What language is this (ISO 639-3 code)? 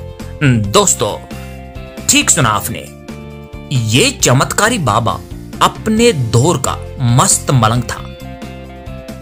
hin